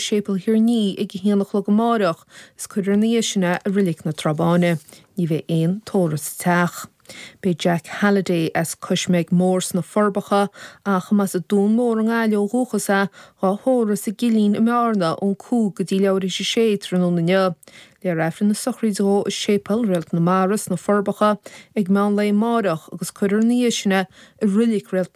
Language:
Irish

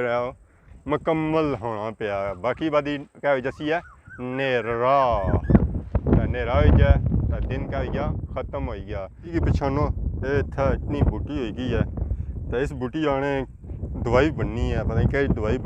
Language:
Pahari-Potwari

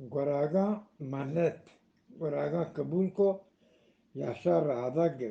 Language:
Eastern Balochi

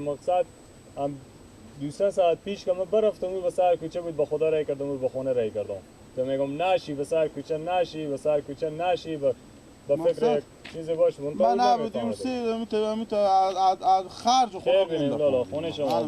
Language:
Persian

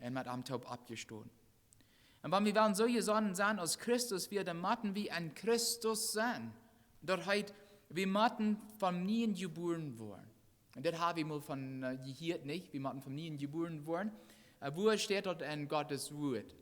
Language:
Plautdietsch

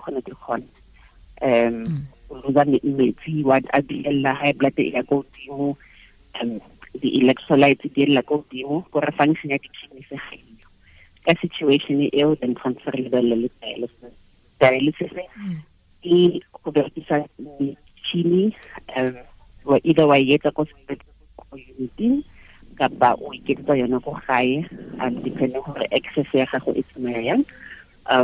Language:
Tswana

